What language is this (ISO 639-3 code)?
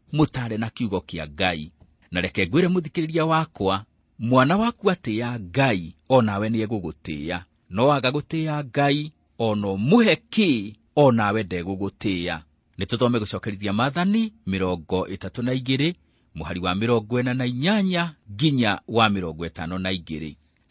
kik